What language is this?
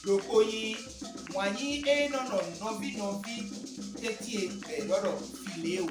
Fon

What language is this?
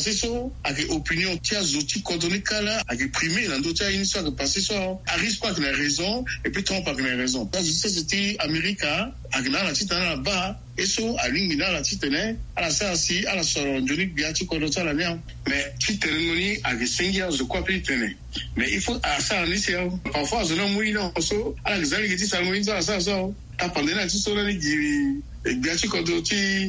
Sango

